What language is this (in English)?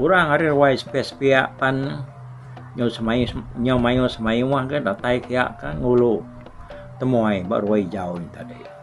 Iban